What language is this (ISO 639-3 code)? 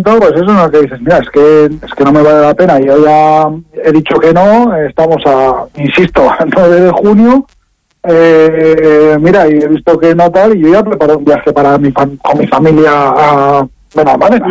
spa